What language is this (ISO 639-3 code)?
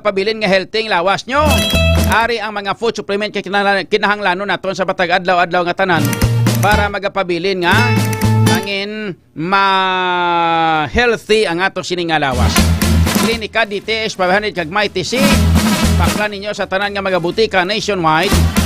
hil